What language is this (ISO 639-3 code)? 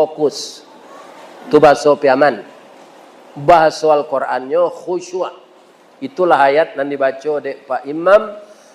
min